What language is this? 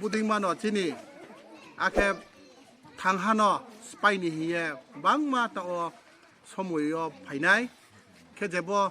Kok Borok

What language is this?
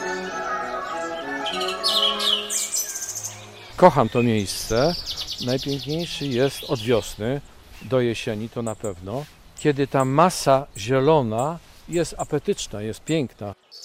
Polish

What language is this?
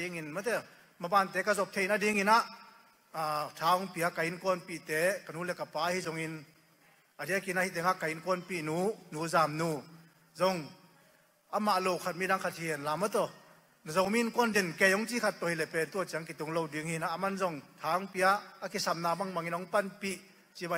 Tedim Chin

